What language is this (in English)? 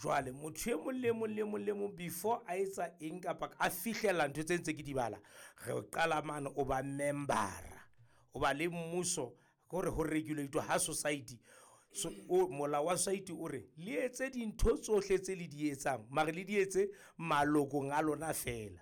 Southern Sotho